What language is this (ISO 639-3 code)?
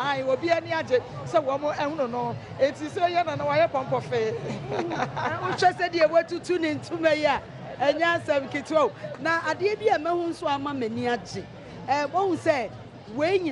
aka